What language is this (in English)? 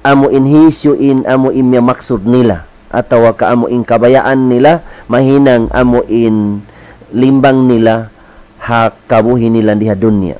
Tausug